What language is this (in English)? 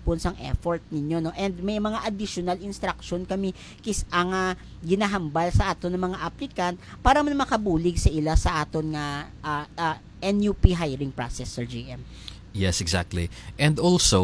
Hiligaynon